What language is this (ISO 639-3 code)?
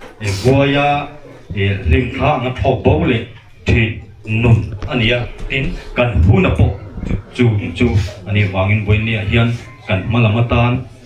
lus